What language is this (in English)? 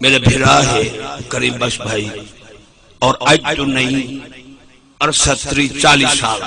Saraiki